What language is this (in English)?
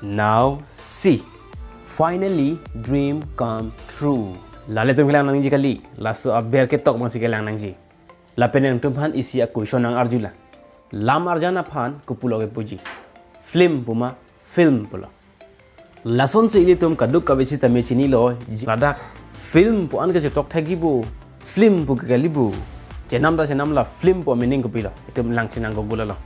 Karbi